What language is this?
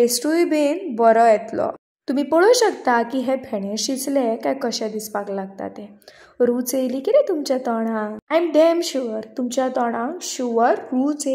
Konkani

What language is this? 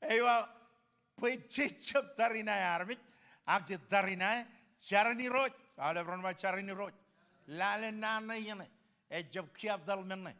Marshallese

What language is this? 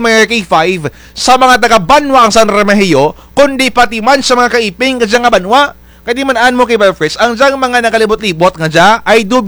Kinaray-a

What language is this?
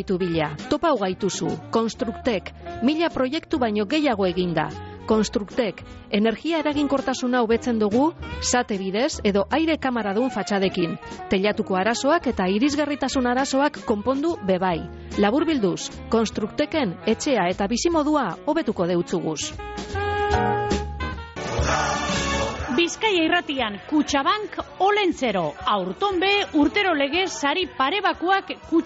Basque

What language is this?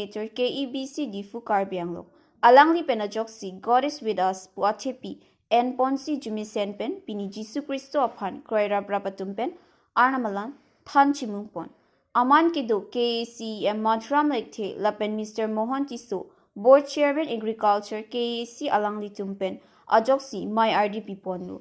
Karbi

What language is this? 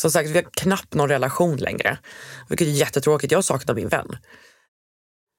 Swedish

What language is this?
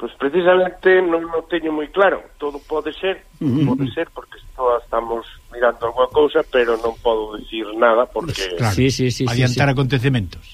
Galician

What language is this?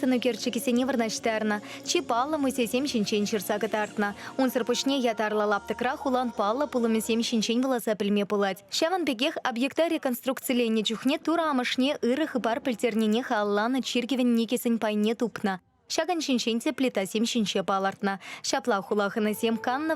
Chuvash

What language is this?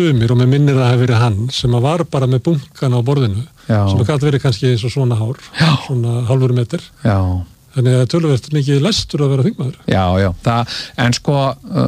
Icelandic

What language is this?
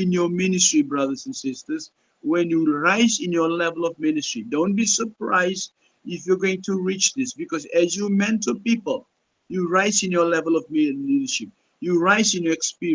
Pohnpeian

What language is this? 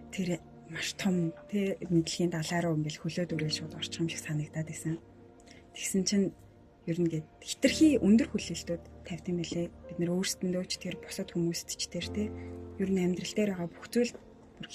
Mongolian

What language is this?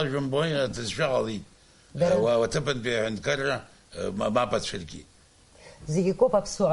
Abkhazian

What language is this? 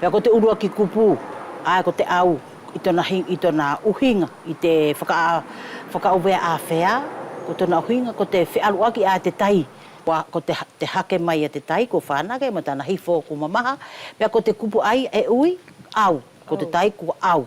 Wallisian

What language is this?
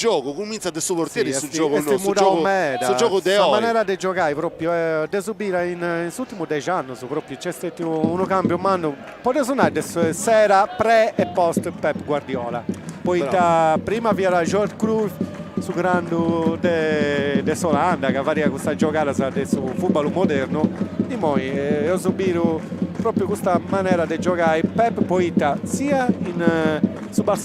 Sardinian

